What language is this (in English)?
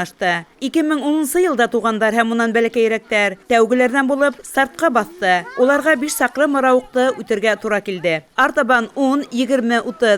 Bashkir